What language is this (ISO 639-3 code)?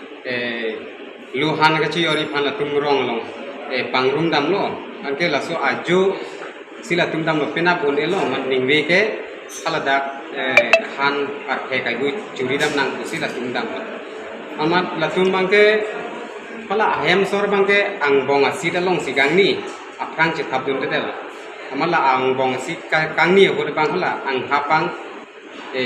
mjw